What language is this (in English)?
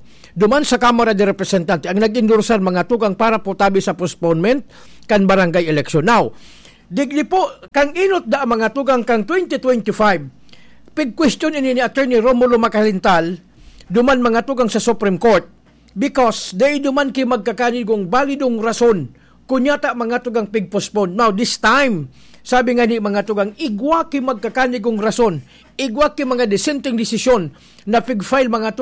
Bikol